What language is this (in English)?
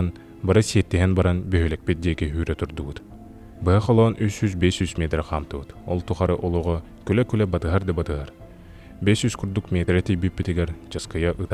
Yakut